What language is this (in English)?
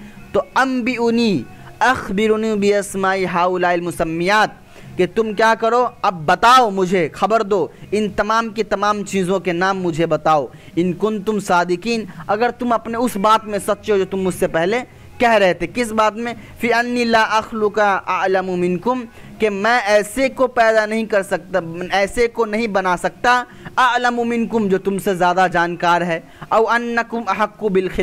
Urdu